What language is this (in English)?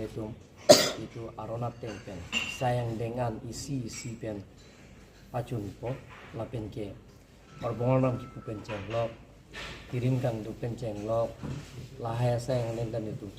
Karbi